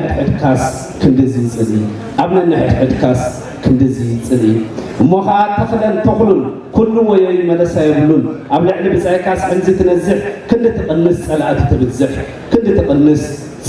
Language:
Tigrinya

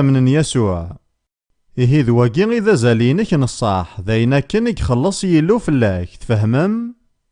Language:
Kabyle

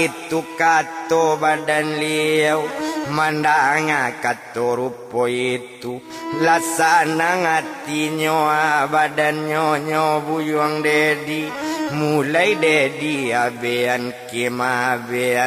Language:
Minangkabau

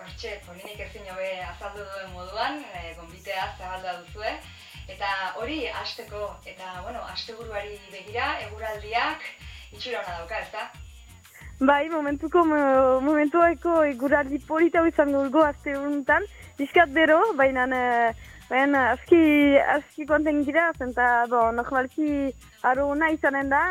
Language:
Basque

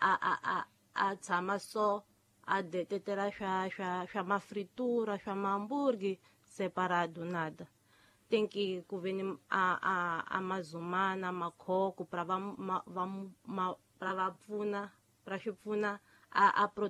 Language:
Tsonga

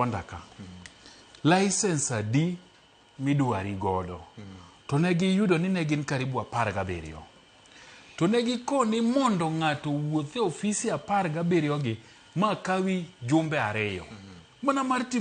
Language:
Luo (Kenya and Tanzania)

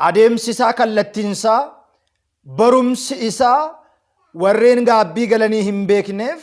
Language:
Oromo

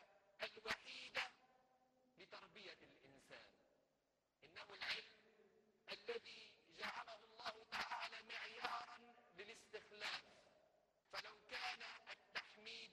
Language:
Tunisian Arabic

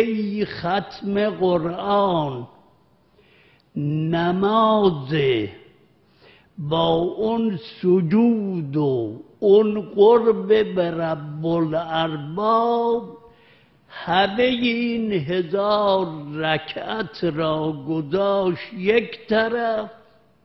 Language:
Persian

